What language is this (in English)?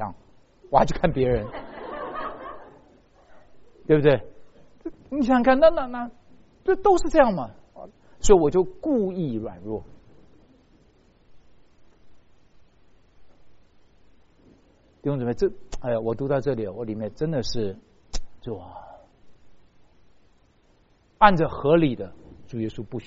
Chinese